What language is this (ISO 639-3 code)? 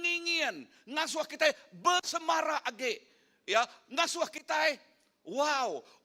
iba